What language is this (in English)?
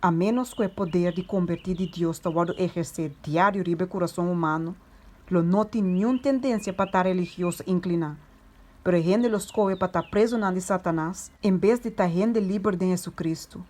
Papiamento